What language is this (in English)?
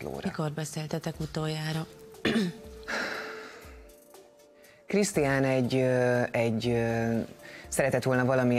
Hungarian